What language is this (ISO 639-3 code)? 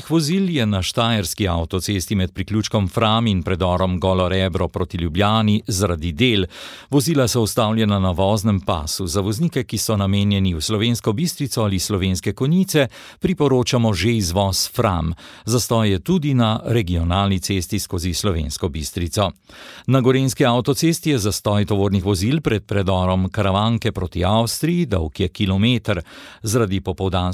slv